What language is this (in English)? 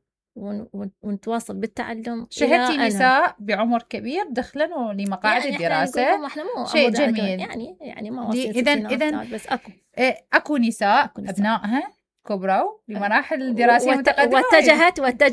Mesopotamian Arabic